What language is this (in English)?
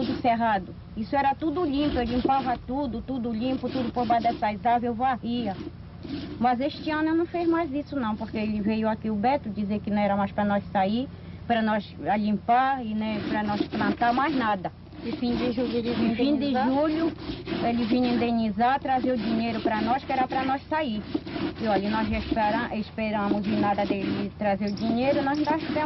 Portuguese